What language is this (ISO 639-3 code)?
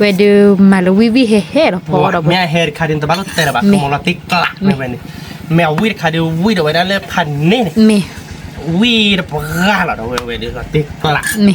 ksw